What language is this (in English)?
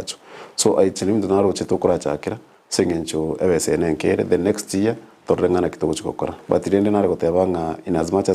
Gusii